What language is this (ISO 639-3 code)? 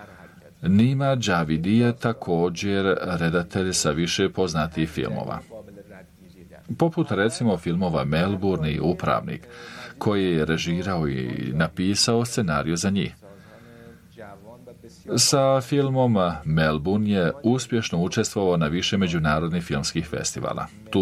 bos